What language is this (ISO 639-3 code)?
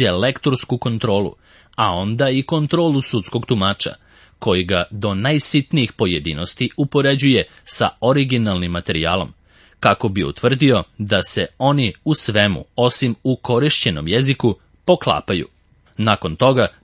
srp